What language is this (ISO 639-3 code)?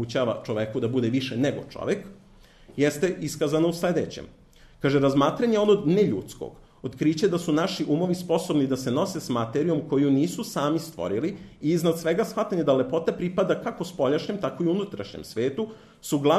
srp